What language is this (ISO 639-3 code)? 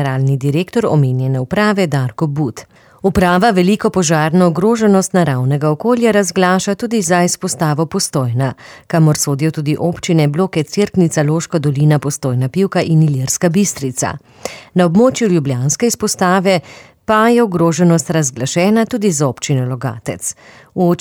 slv